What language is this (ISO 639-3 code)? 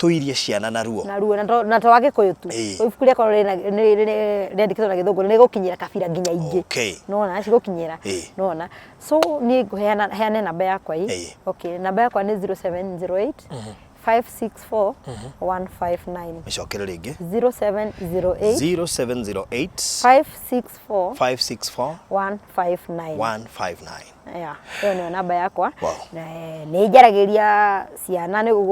kik